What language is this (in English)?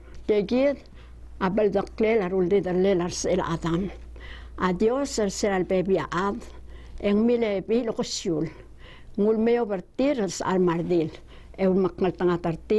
Palauan